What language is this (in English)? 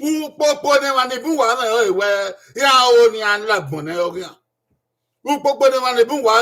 Bini